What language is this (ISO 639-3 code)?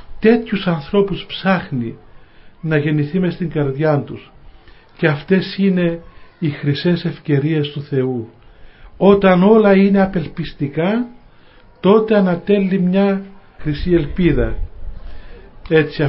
ell